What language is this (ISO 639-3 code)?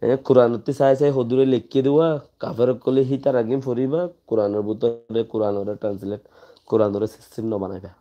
rhg